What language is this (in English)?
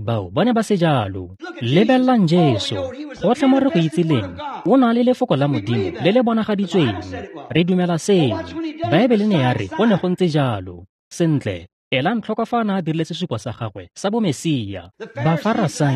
Tswana